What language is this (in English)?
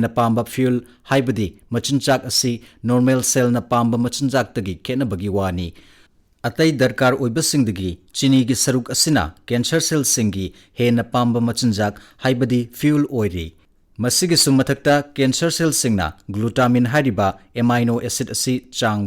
Manipuri